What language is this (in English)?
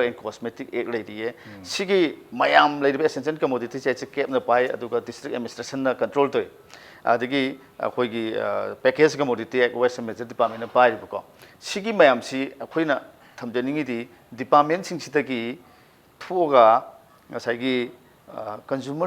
Manipuri